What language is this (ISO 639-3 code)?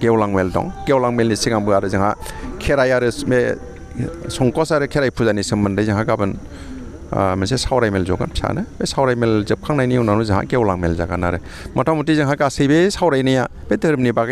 brx